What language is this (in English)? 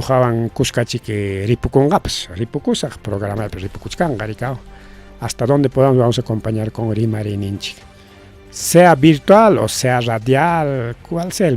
Ayacucho Quechua